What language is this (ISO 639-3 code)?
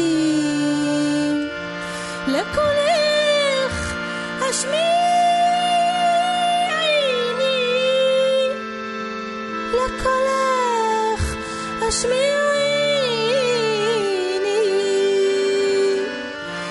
heb